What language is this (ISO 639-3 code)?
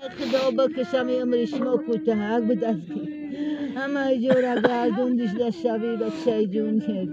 tgk